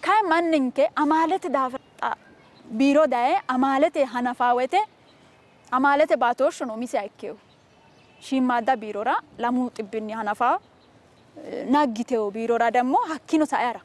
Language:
Sidamo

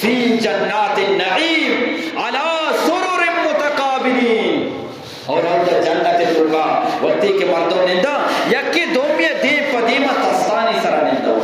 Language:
Eastern Balochi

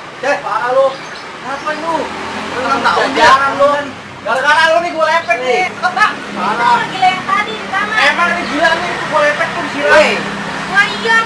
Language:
Betawi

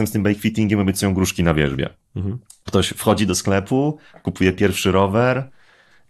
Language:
Polish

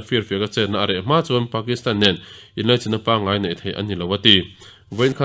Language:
Mizo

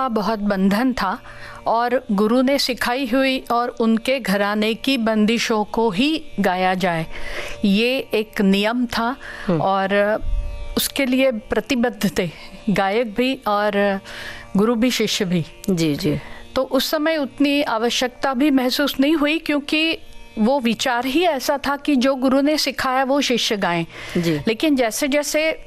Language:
Hindi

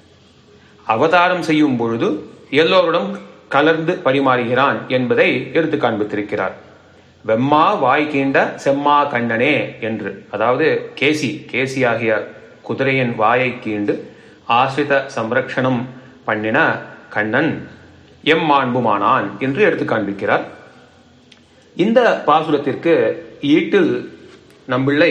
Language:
Tamil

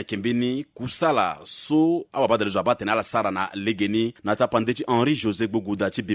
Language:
Sango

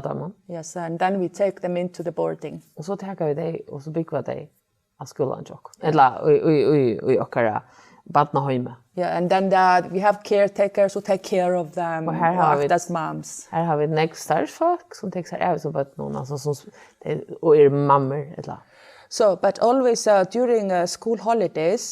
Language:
Faroese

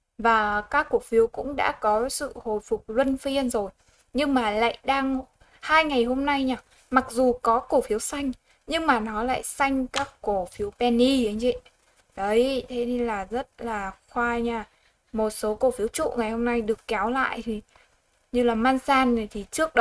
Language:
Vietnamese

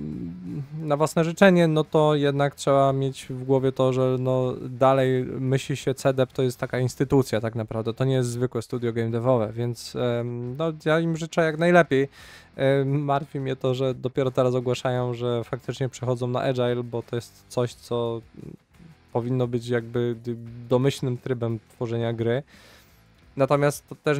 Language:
Polish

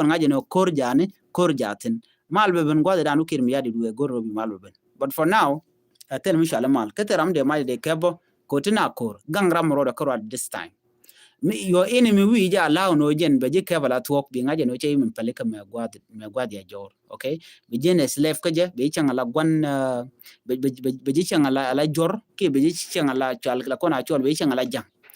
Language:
Nuer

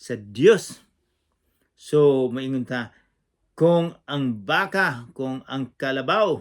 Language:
Cebuano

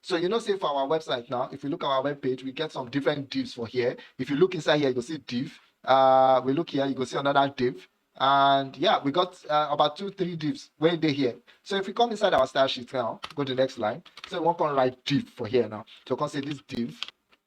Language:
Nigerian Pidgin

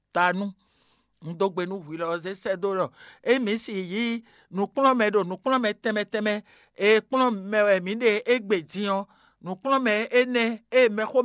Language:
Fon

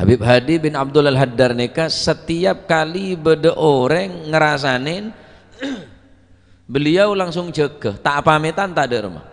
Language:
Madurese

